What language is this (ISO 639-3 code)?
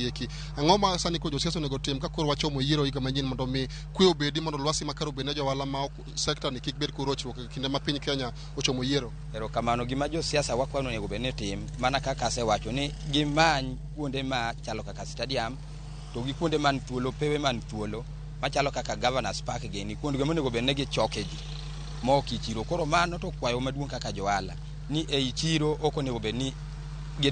luo